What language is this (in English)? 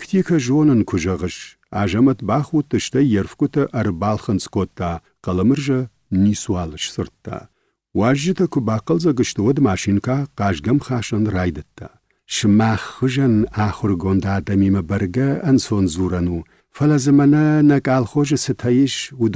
Ossetic